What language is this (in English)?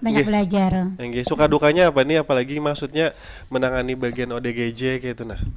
Banjar